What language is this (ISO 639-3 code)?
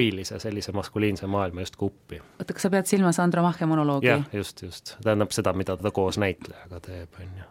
est